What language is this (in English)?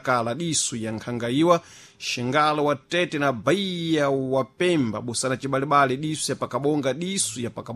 Sena